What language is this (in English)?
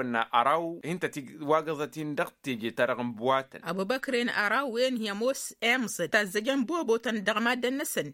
Tamasheq